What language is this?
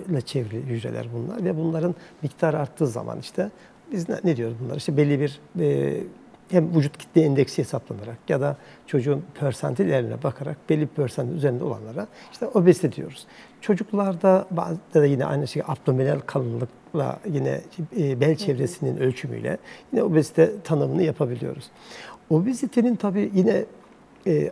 Turkish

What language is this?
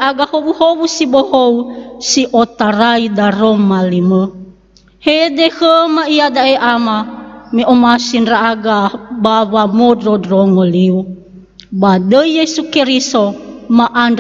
Nias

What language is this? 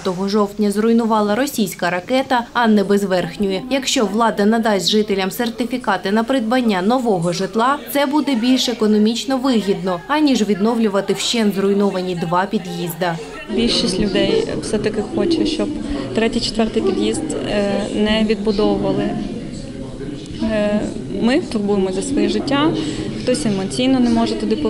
Ukrainian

